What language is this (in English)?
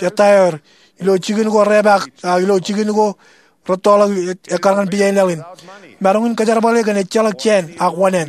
Marshallese